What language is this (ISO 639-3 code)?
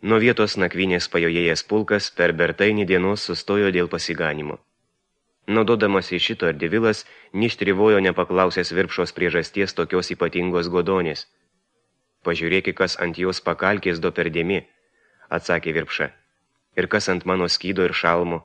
lit